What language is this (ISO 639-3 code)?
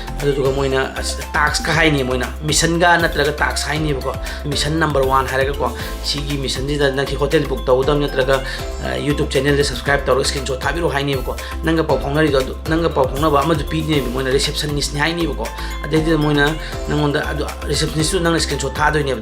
mni